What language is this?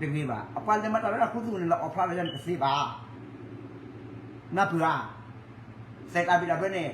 S'gaw Karen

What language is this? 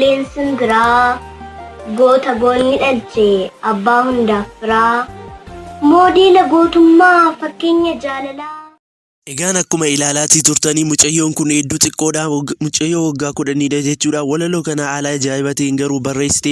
Oromo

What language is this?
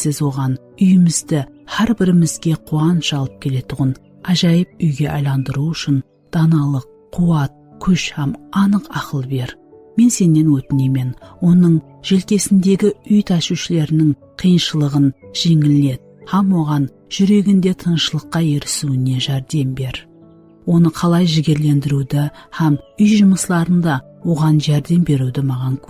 Kara-Kalpak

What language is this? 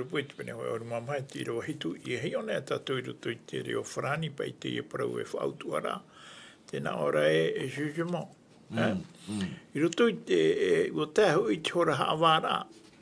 Tahitian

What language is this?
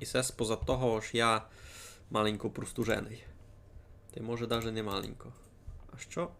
Rusyn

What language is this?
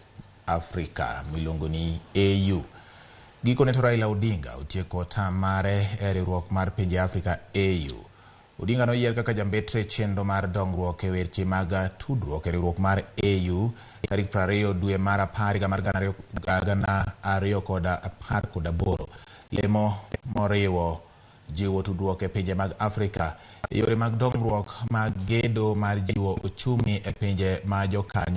Luo (Kenya and Tanzania)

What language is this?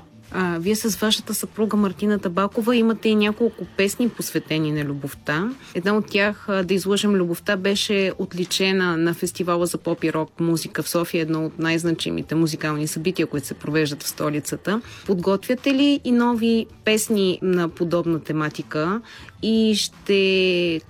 Bulgarian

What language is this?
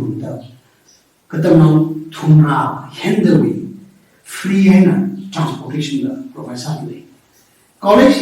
Tangkhul Naga (India)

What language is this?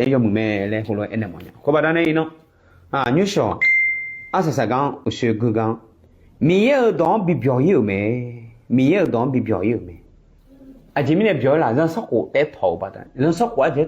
Akha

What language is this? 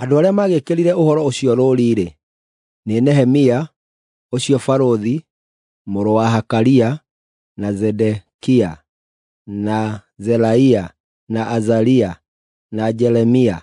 Kikuyu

